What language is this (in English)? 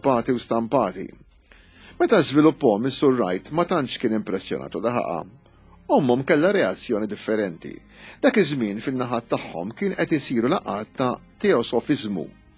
Maltese